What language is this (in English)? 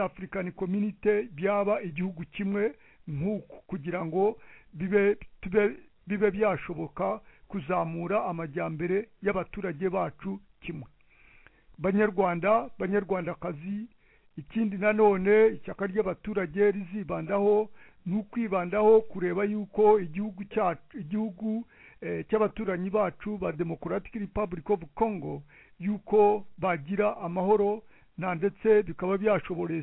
Kinyarwanda